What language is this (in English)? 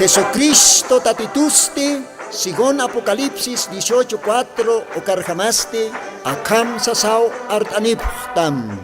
Aymara